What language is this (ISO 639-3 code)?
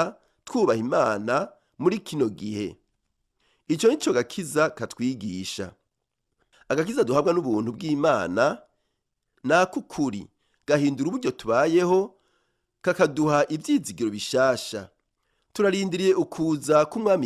run